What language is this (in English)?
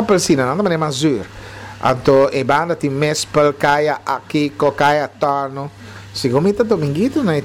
Papiamento